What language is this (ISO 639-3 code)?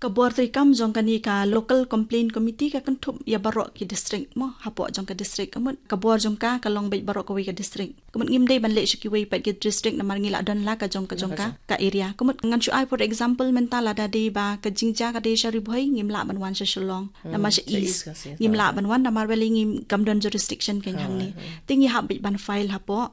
kha